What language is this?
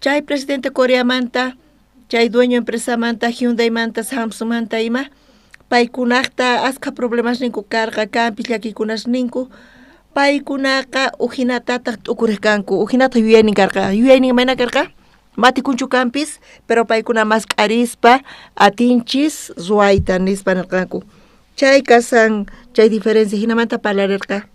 South Bolivian Quechua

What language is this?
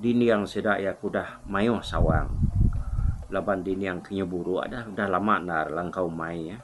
Iban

